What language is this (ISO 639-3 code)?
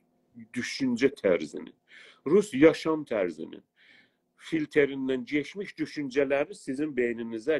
azb